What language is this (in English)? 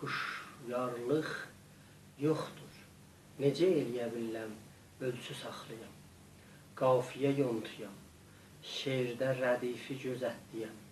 South Azerbaijani